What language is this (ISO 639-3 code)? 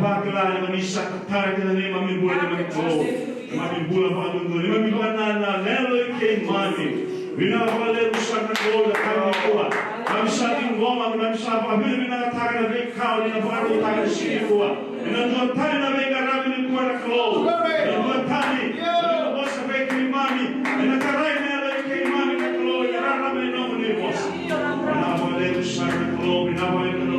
fij